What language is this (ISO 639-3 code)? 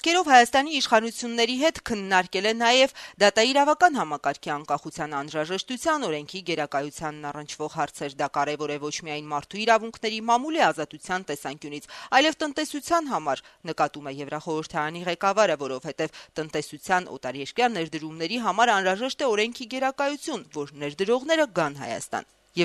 hye